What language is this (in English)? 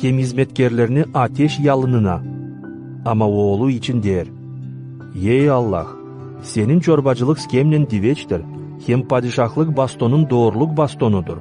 Gagauz